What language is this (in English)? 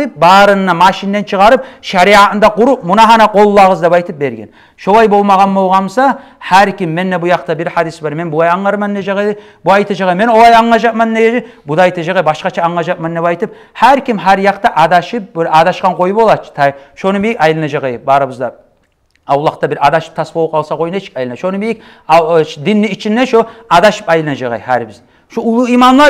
Kumyk